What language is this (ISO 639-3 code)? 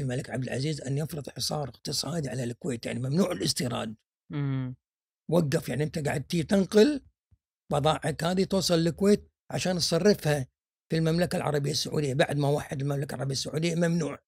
afb